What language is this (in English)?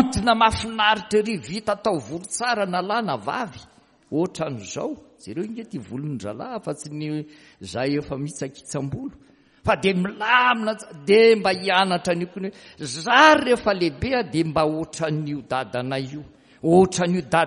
Malagasy